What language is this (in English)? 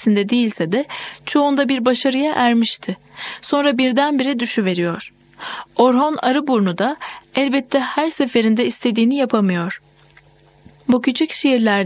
Turkish